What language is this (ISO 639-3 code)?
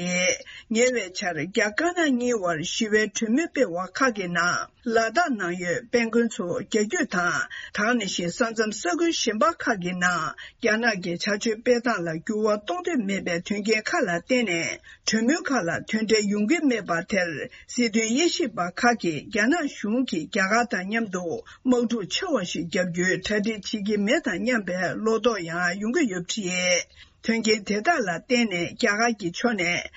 bod